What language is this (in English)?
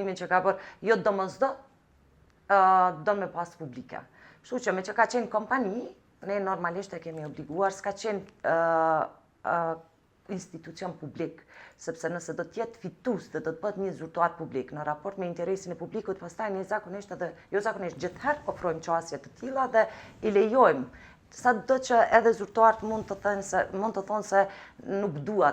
Albanian